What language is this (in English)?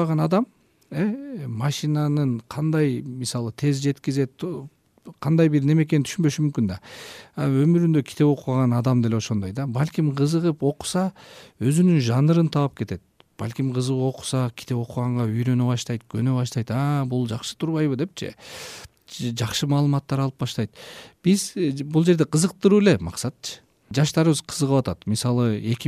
Kyrgyz